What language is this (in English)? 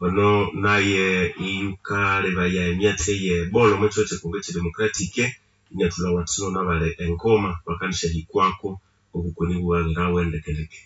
Nande